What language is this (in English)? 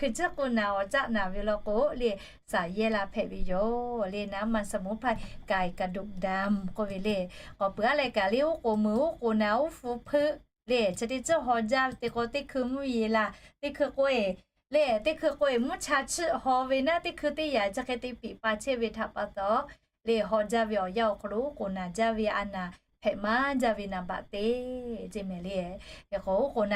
Lahu